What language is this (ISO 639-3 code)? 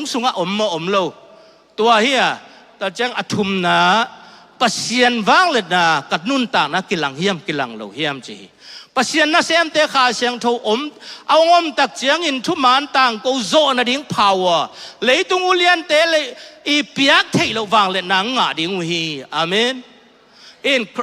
ctd